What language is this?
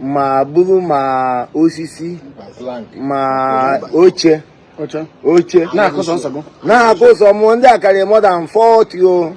Igbo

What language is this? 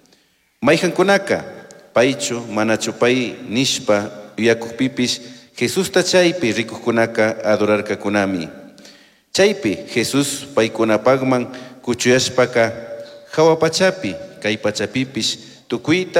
Chimborazo Highland Quichua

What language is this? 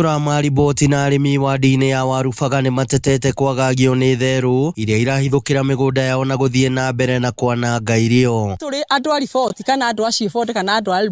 Kikuyu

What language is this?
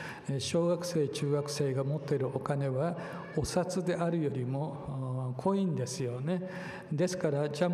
Japanese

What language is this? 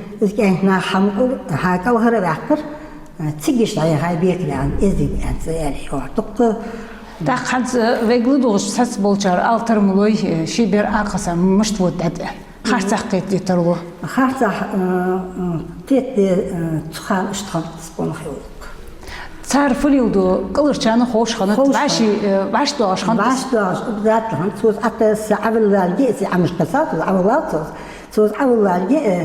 Ingush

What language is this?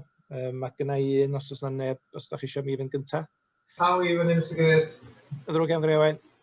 Welsh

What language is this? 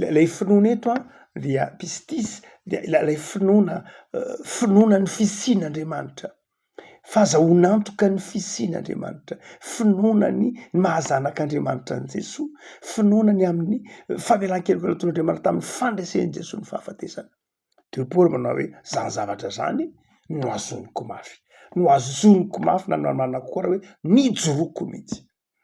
Malagasy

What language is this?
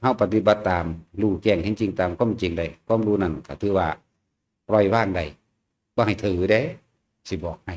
Lao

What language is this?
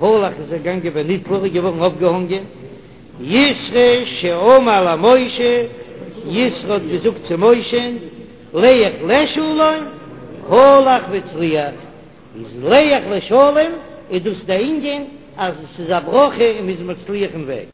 Yiddish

